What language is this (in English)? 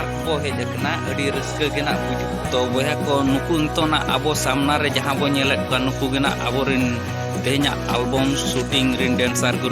Santali